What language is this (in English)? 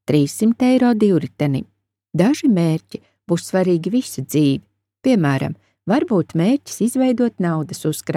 Latvian